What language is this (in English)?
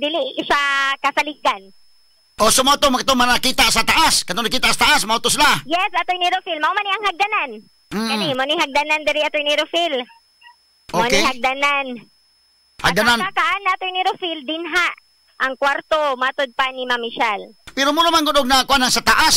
Cebuano